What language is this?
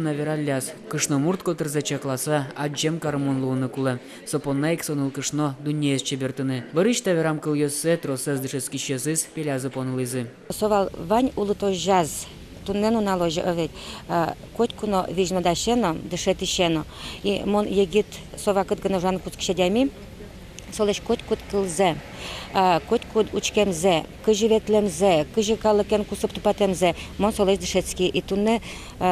Udmurt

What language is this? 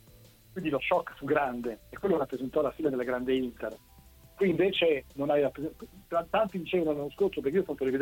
Italian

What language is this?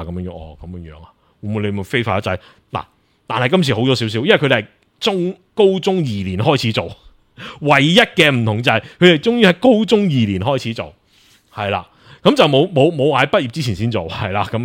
Cantonese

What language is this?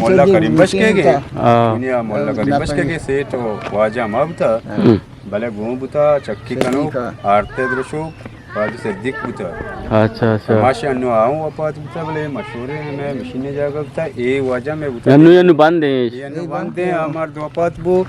Eastern Balochi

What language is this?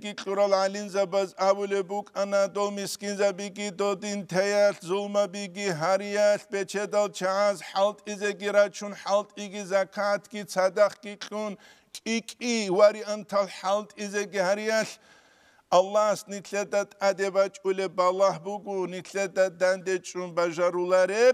Avaric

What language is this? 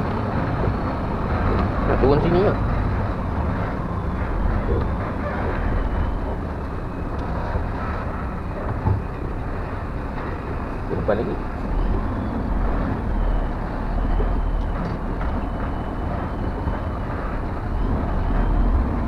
Malay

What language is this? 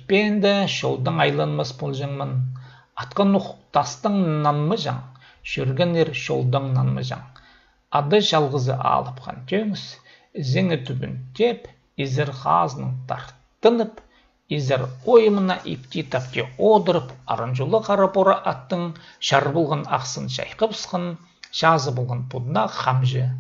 Khakas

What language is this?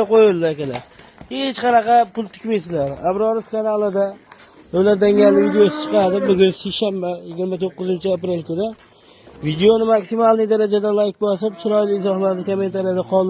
Uzbek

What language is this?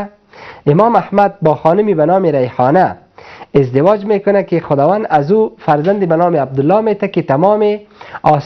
Persian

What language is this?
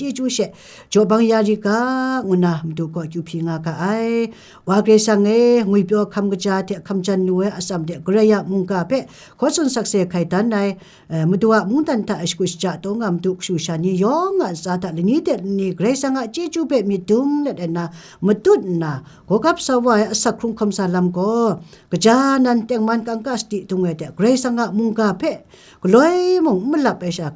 Kachin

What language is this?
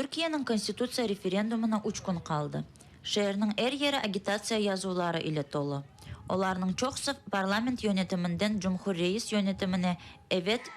Crimean Tatar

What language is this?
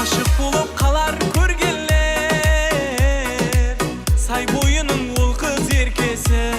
Kara-Kalpak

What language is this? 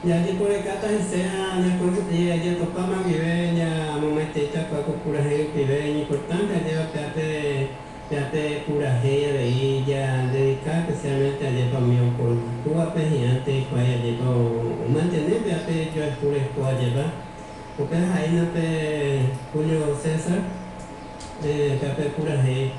Guarani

